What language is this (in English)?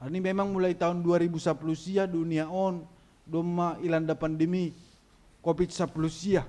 Batak Simalungun